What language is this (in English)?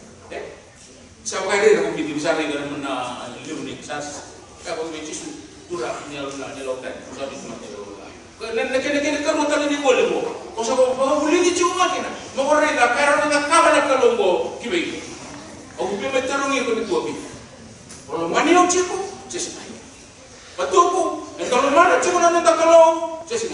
Fijian